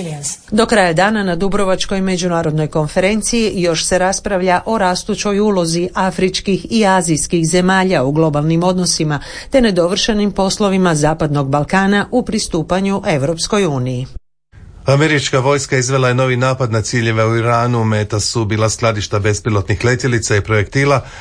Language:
Croatian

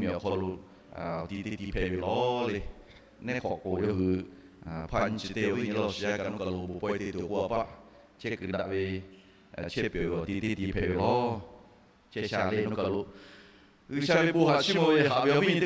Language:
Lahu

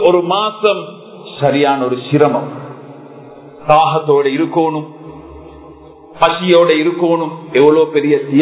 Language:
Tamil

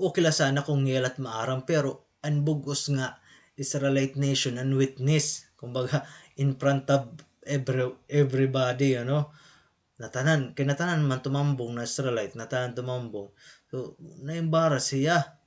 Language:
Waray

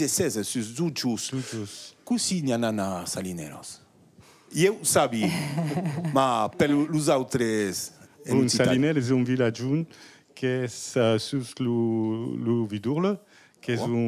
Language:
Occitan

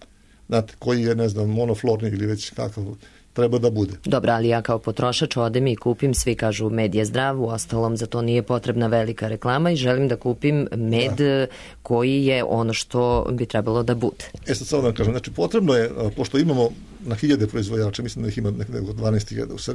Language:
Serbian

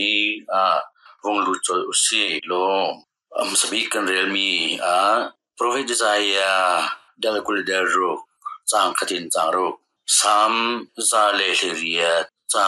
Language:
Hakha Chin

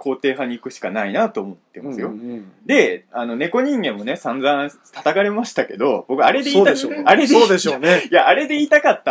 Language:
Japanese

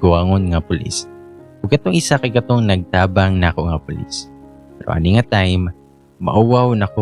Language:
Cebuano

